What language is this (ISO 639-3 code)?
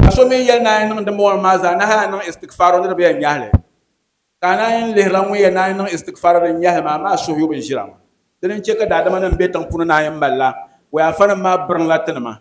dag